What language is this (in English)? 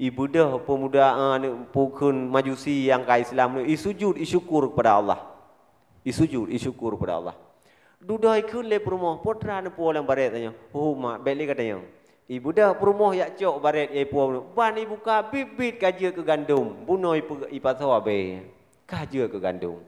Achinese